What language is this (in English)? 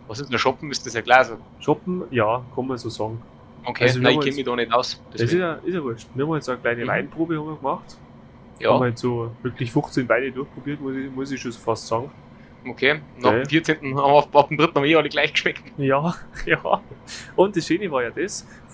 Bavarian